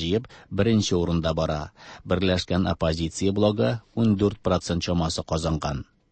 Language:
Tatar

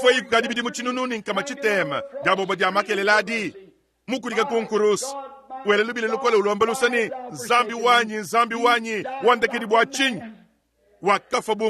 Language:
Luba-Lulua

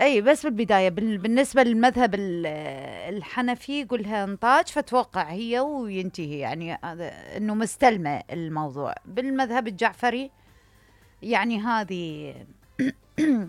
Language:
Mesopotamian Arabic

